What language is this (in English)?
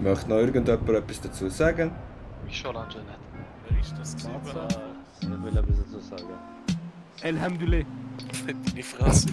Swiss German